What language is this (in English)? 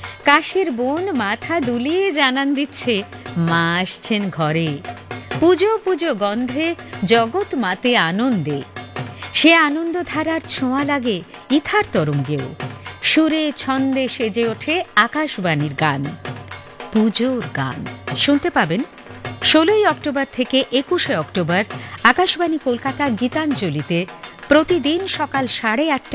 Bangla